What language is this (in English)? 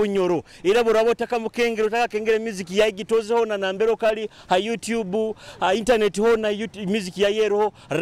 Nyoro